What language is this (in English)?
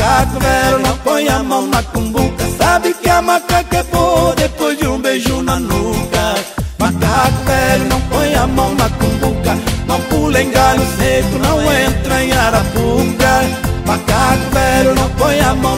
Portuguese